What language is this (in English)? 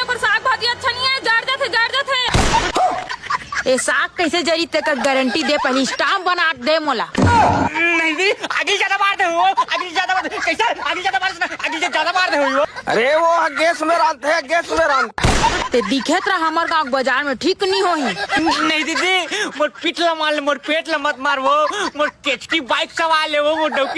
Chhattisgarhi